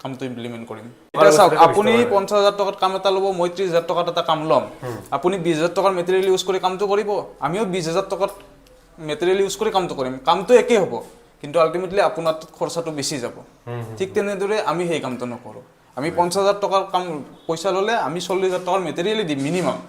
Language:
Assamese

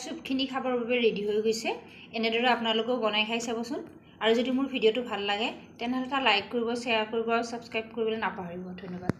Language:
Assamese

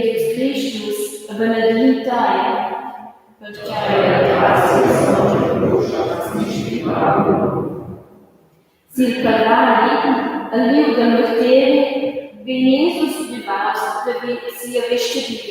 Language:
Romansh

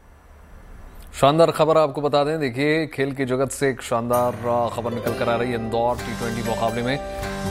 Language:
Hindi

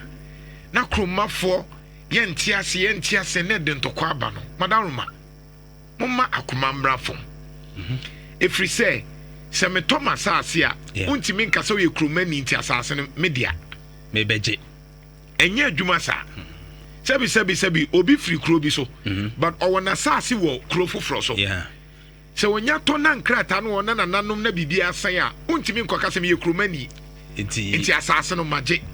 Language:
Akan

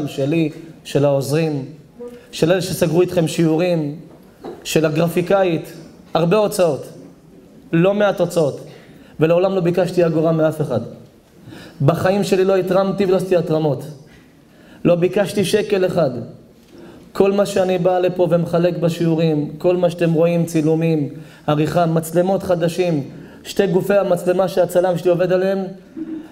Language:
Hebrew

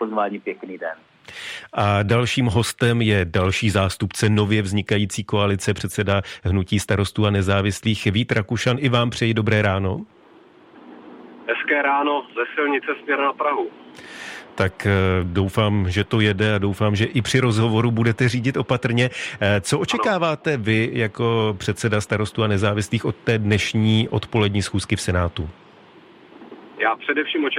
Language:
Czech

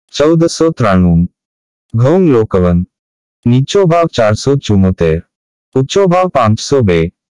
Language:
Gujarati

